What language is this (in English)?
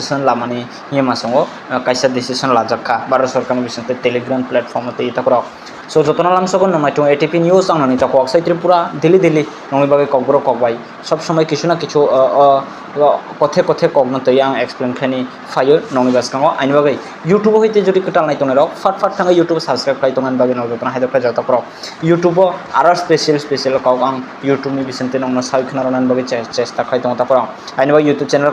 Kok Borok